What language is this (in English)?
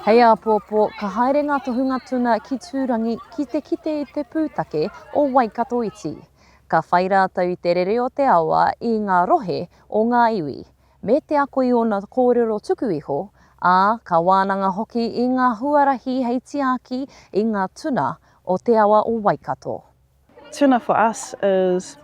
Māori